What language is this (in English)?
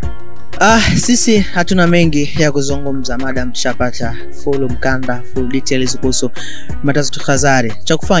Swahili